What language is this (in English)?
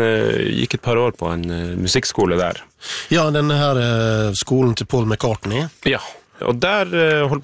Norwegian